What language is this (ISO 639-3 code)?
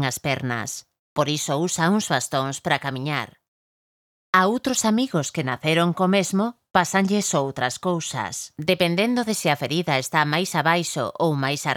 glg